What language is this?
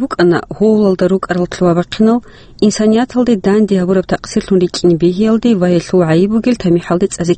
Avaric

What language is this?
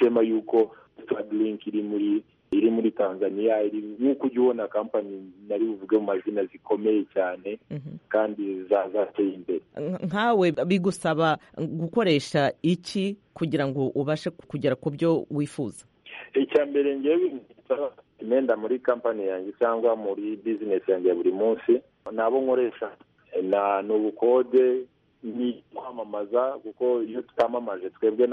Kinyarwanda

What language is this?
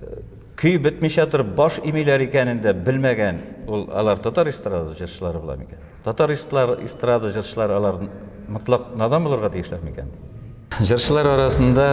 Tatar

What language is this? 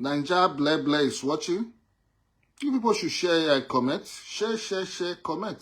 Nigerian Pidgin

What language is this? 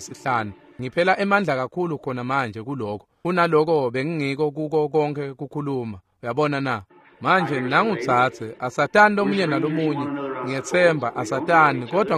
Swati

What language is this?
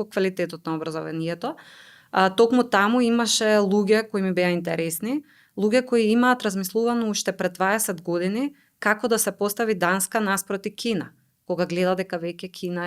Macedonian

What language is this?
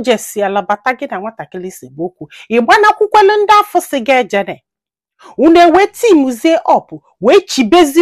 Igbo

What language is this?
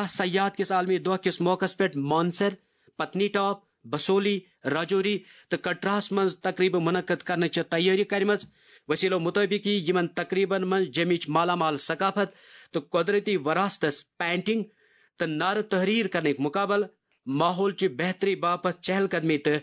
Kashmiri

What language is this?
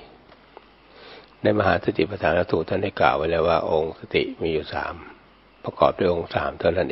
Thai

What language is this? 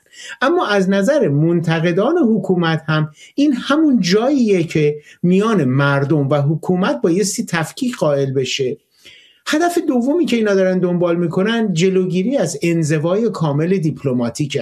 Persian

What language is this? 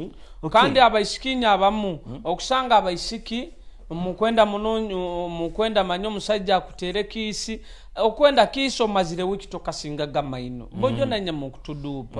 Nyoro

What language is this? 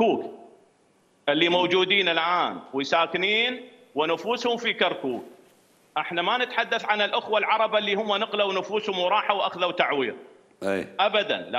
Mesopotamian Arabic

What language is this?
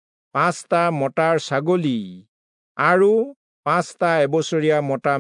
Assamese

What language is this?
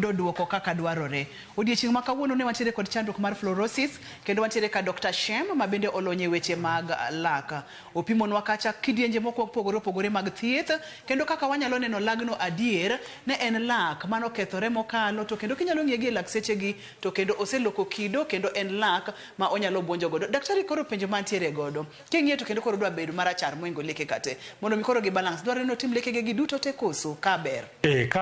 Luo (Kenya and Tanzania)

